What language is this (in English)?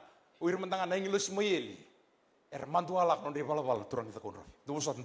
Fijian